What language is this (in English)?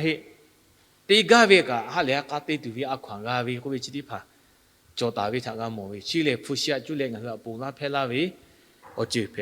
Lahu